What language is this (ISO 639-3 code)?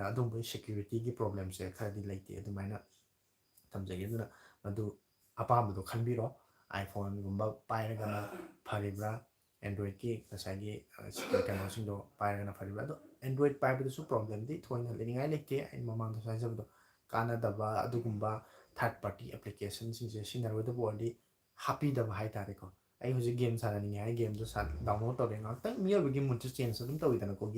mni